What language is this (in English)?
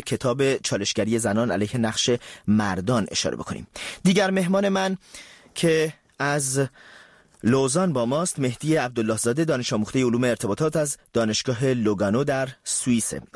Persian